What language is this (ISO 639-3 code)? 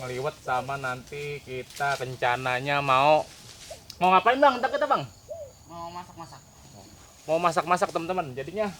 bew